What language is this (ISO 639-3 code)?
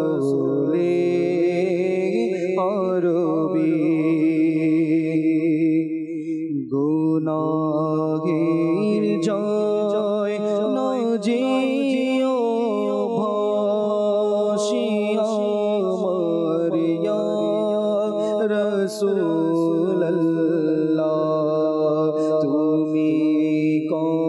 ben